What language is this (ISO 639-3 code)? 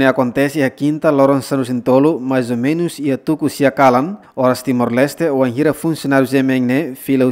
tet